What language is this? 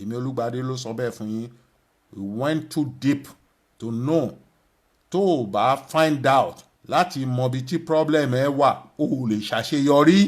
Yoruba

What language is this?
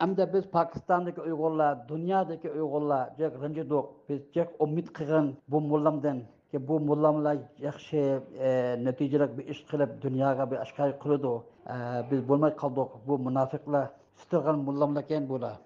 Uyghur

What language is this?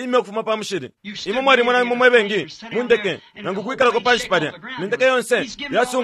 Bemba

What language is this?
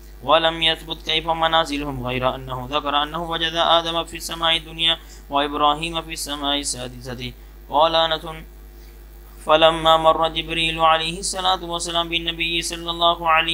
Arabic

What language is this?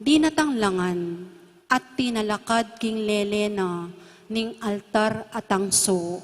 Pampanga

